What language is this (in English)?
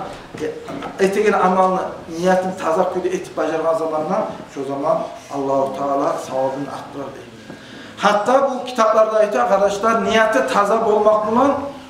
Kumyk